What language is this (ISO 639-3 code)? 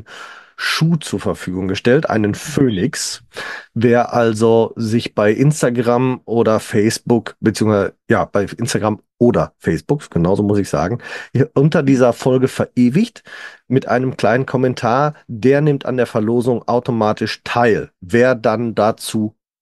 deu